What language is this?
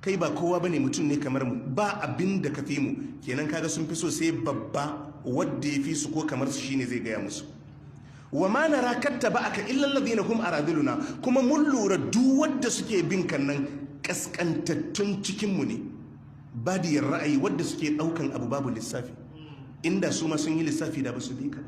Hausa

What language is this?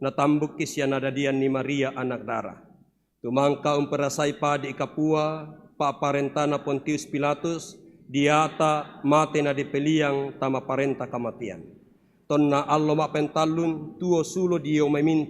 Toraja-Sa'dan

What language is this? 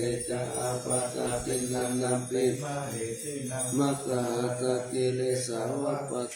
Pali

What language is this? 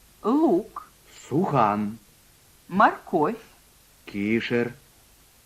Chuvash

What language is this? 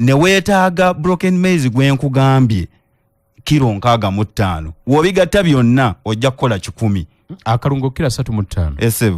Ganda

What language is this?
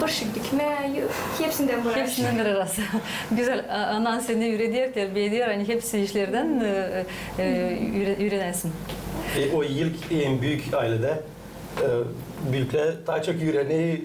Gagauz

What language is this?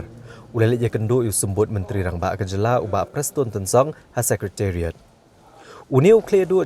Khasi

